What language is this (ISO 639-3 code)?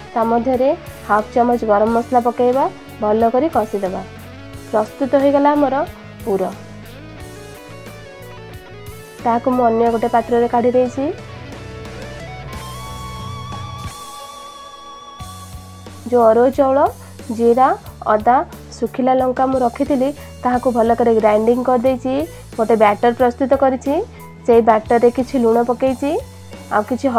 ori